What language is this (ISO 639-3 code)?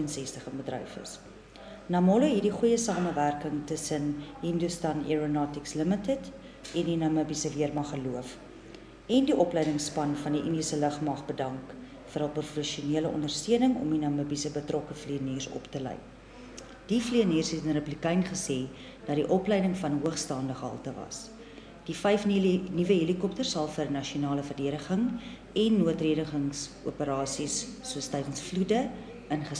afr